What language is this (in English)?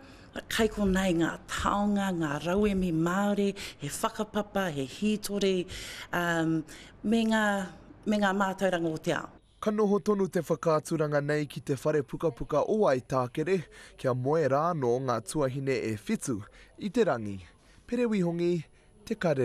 Māori